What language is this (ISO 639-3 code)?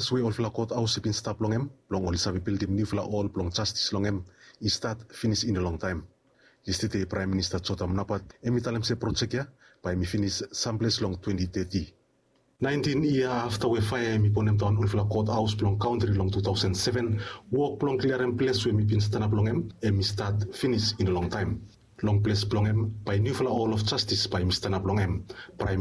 bis